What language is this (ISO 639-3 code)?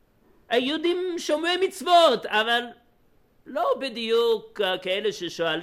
heb